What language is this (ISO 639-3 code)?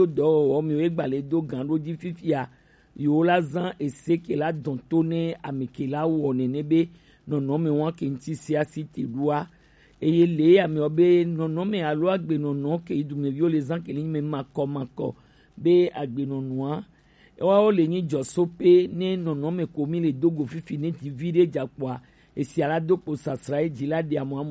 gej